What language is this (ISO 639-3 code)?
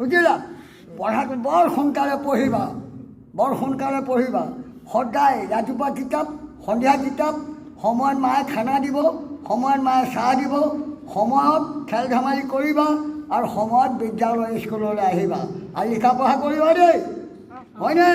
asm